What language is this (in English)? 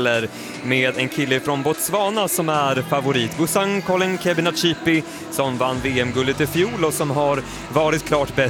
Swedish